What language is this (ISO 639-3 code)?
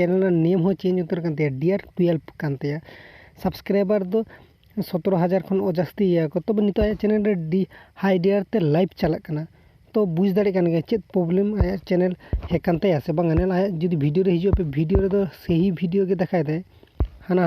sat